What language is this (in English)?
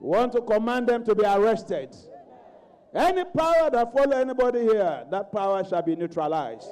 Ewe